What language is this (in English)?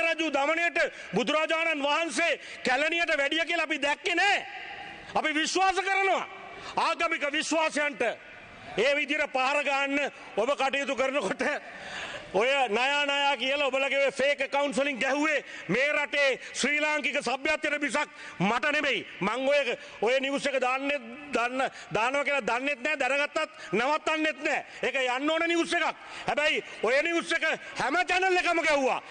Sinhala